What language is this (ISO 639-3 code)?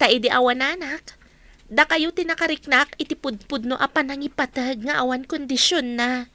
ilo